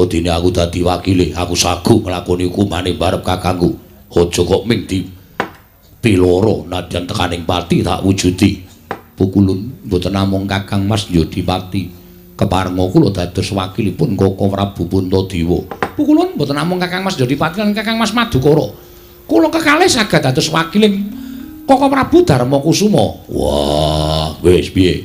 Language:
Javanese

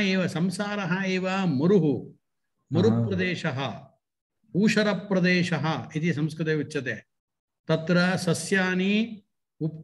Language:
Sanskrit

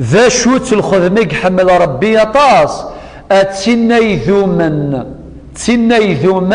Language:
Kabyle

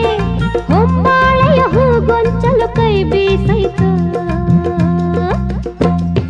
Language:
Kannada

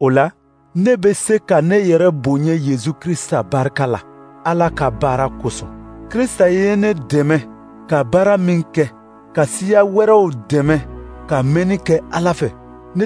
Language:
Dyula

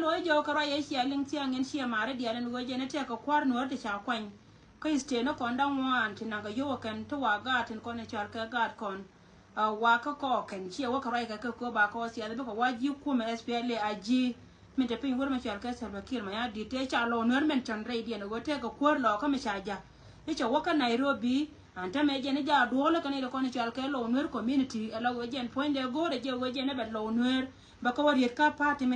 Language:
Nuer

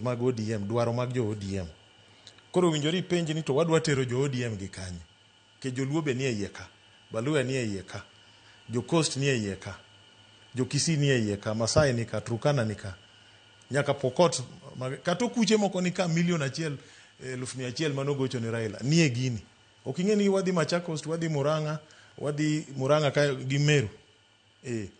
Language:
Luo (Kenya and Tanzania)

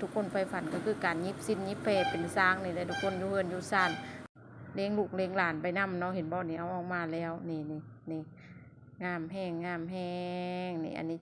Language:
Lao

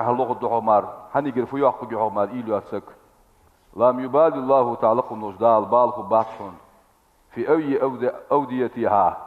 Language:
Ingush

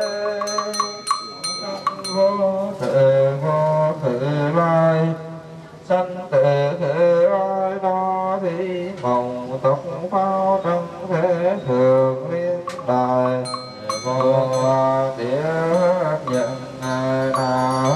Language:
Vietnamese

